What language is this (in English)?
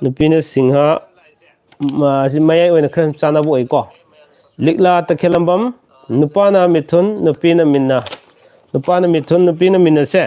Manipuri